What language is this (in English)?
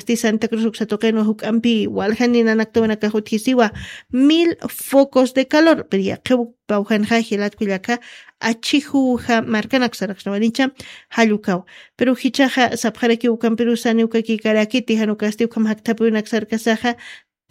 Aymara